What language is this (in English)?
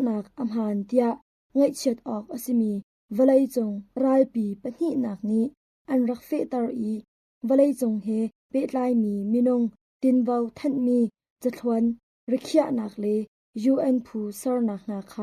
Hakha Chin